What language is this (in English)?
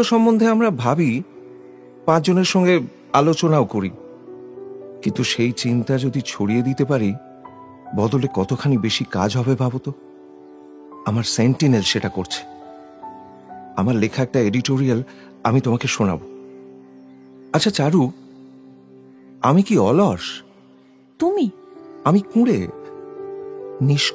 Bangla